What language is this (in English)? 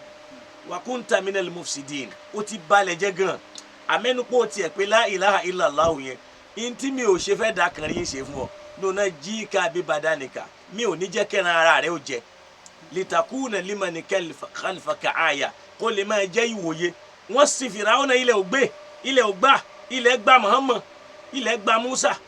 Yoruba